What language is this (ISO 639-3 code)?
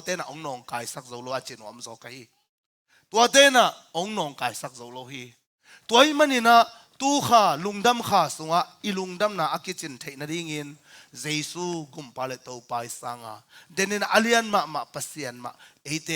ctd